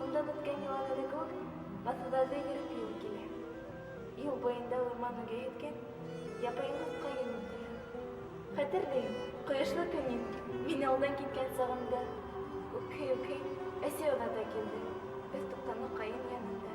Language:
Bashkir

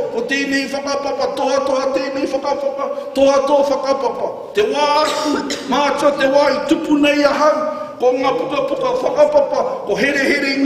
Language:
Māori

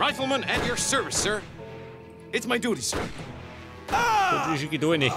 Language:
Bavarian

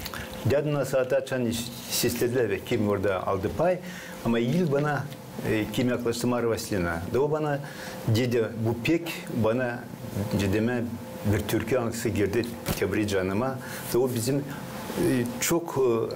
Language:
Gagauz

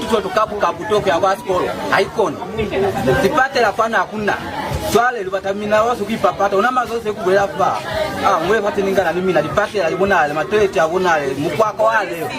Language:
Lozi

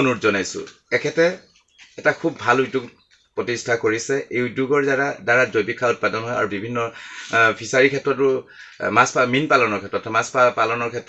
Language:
Assamese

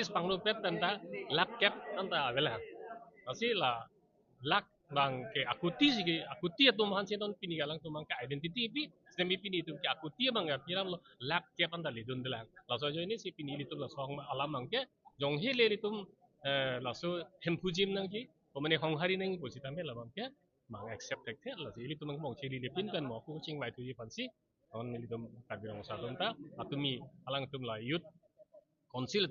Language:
Karbi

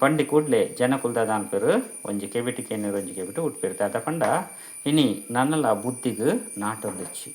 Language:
Tulu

